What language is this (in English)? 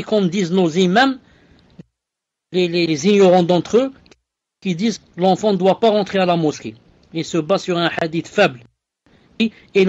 French